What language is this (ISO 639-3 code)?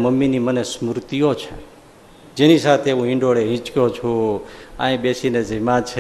guj